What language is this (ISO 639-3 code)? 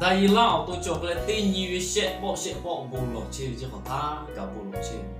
lhu